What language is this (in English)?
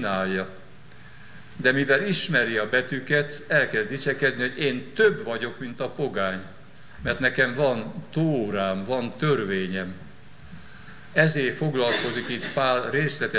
Hungarian